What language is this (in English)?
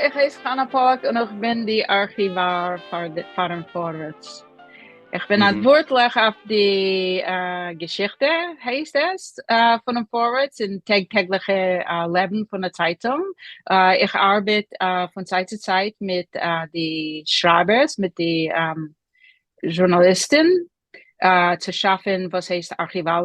Yiddish